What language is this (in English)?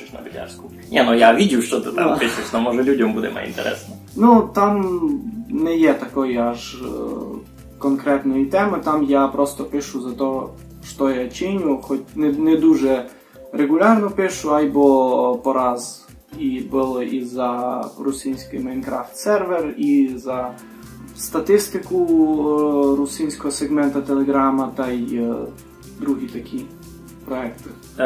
Rusyn